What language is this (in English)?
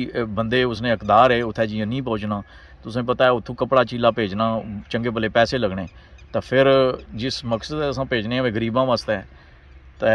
Pahari-Potwari